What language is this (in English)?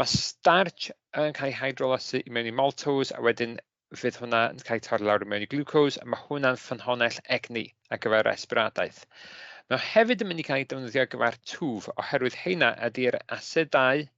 Welsh